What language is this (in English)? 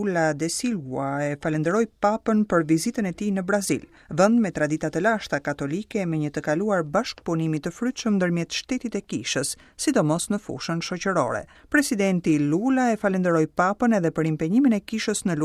Albanian